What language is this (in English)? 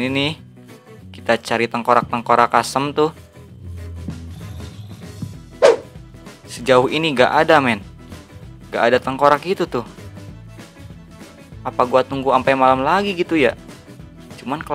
Indonesian